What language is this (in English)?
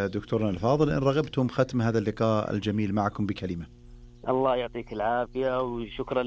Najdi Arabic